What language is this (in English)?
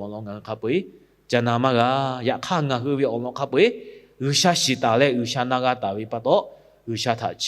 Lahu